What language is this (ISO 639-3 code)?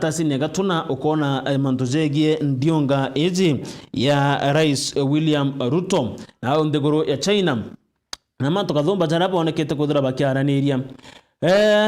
mer